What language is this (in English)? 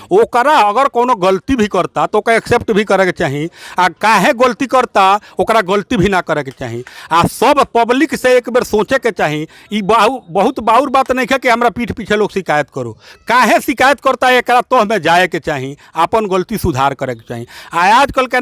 Bhojpuri